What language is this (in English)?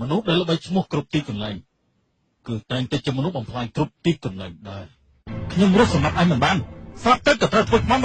Khmer